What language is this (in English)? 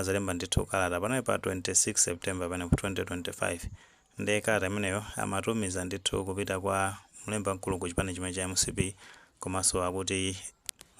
Nyanja